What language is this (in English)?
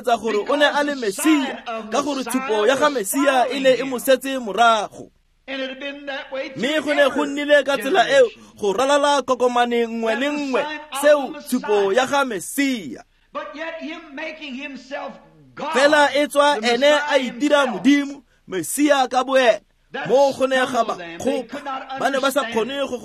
Tswana